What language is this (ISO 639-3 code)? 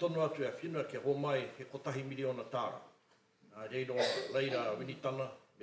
mri